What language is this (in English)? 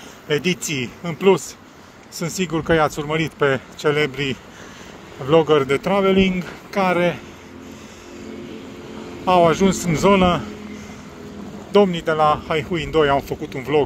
Romanian